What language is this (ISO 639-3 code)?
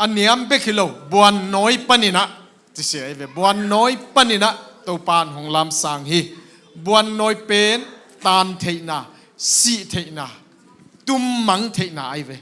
ctd